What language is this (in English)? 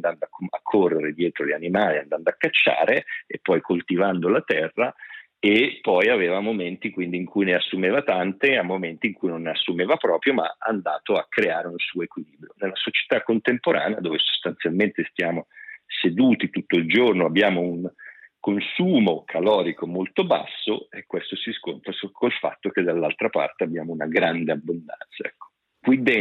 Italian